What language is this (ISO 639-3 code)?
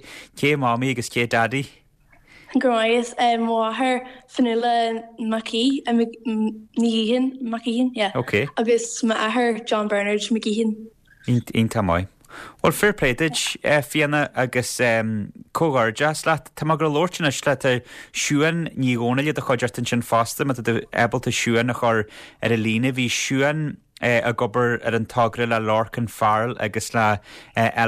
gle